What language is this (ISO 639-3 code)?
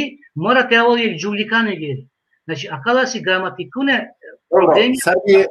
rmn